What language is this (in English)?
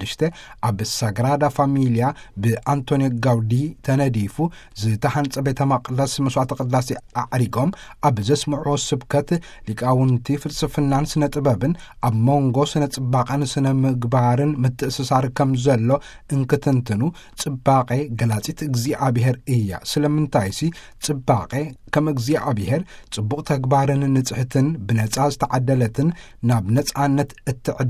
Tigrinya